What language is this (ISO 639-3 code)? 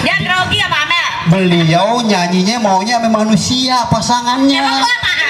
bew